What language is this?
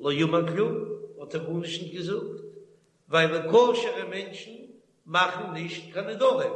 Yiddish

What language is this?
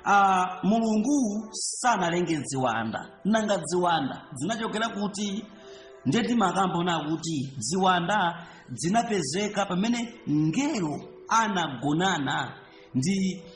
Nyanja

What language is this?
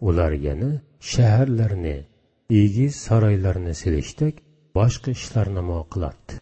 Uyghur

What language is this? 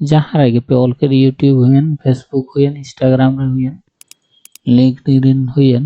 Santali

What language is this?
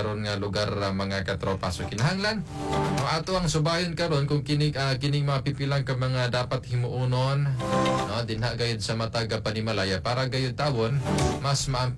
Cebuano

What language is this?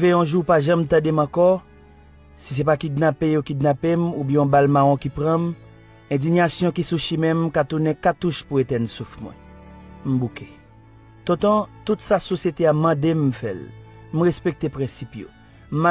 Haitian Creole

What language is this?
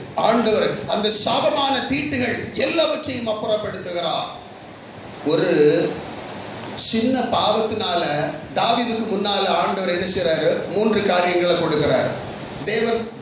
Tamil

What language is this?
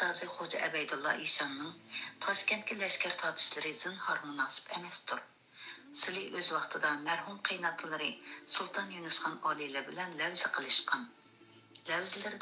Uyghur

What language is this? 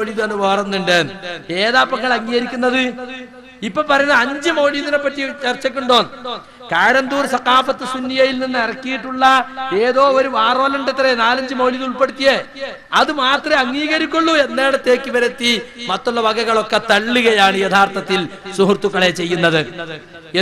Malayalam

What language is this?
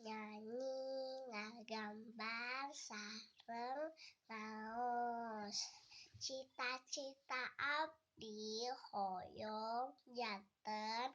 Sundanese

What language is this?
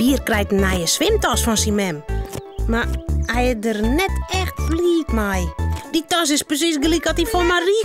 Western Frisian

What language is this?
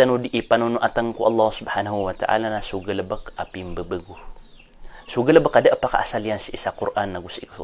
Maranao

